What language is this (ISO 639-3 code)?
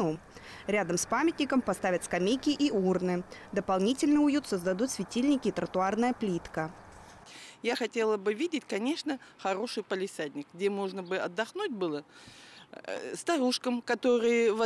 rus